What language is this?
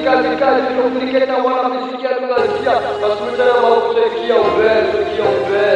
Swahili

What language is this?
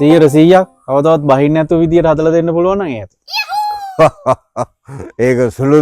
Sinhala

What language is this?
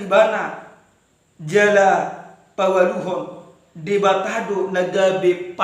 Batak Toba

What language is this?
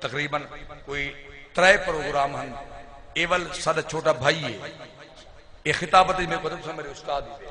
Saraiki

